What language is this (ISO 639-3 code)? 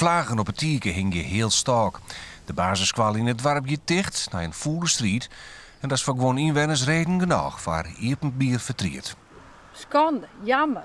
fry